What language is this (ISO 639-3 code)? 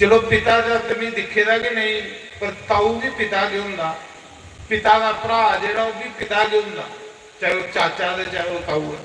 doi